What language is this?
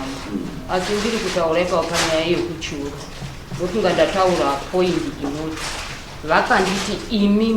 Shona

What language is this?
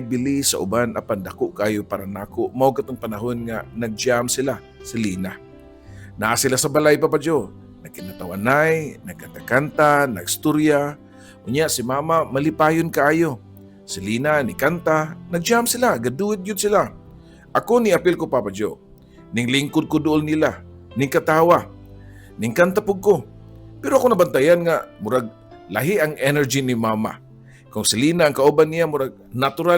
Cebuano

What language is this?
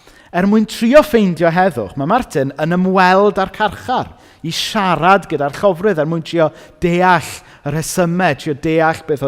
Welsh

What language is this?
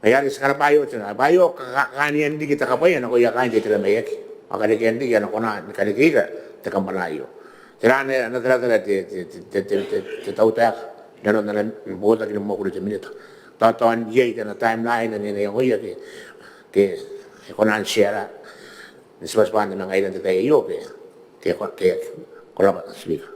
Gilbertese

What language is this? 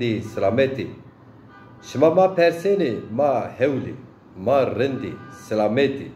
Zaza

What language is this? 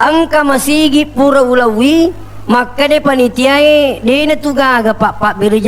Buginese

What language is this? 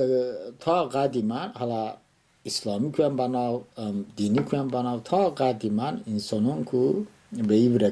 Talysh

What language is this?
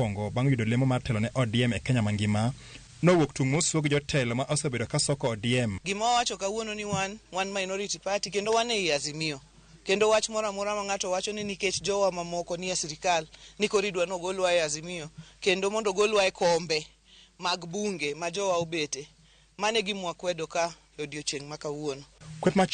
Luo (Kenya and Tanzania)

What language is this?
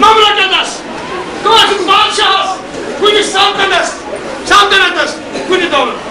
Kashmiri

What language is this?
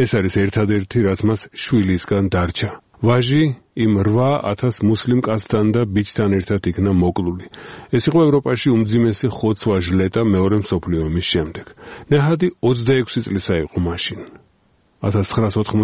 Georgian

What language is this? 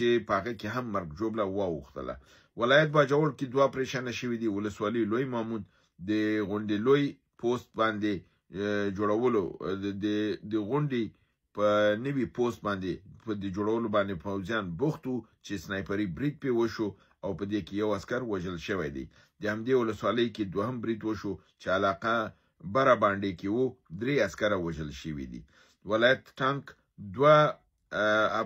Pashto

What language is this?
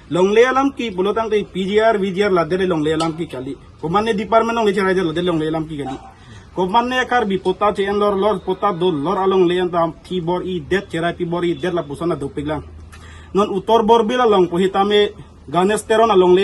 Karbi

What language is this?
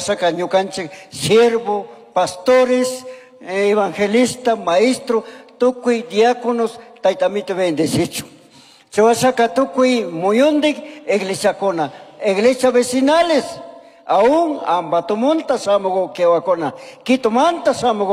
Chimborazo Highland Quichua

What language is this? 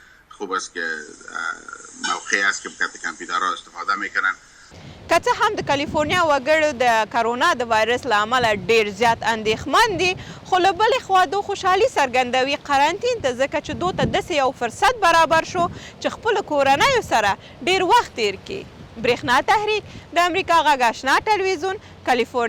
Pashto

